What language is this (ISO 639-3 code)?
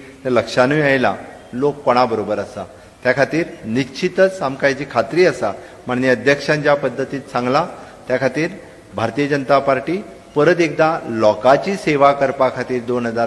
kok